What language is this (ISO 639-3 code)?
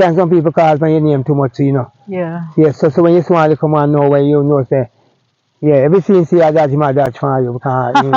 jam